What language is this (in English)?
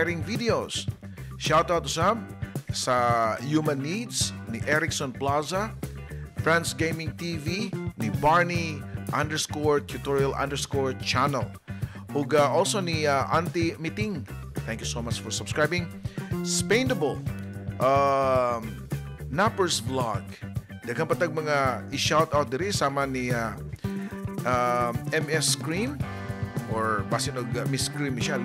Cebuano